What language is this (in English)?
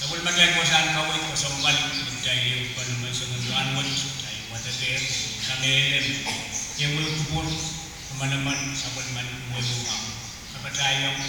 Pohnpeian